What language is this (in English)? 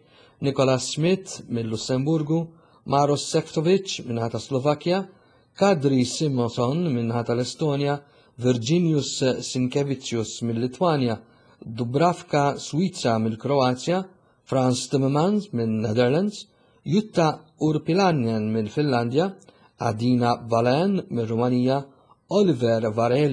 Maltese